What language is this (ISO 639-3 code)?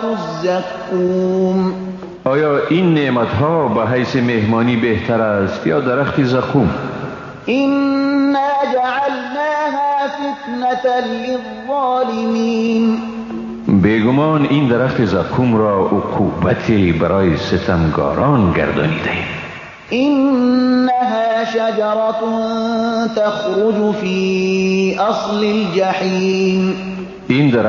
fas